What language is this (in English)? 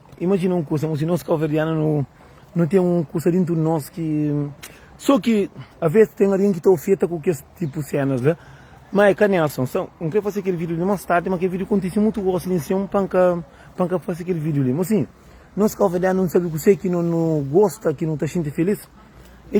Kabuverdianu